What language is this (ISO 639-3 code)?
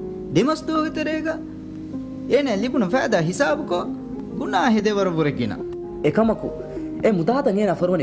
div